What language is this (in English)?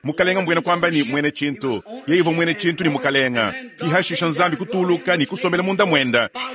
Luba-Lulua